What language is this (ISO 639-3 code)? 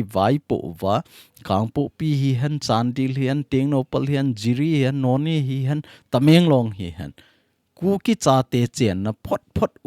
tcz